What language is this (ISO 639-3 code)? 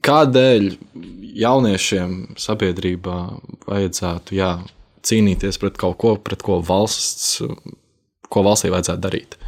lav